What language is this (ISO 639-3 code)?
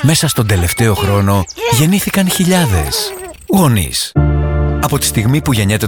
ell